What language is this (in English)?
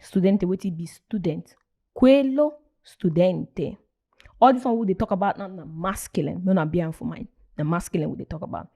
Nigerian Pidgin